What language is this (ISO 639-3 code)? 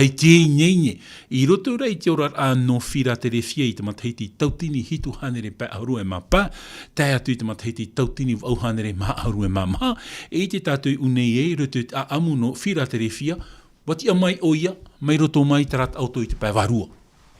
tah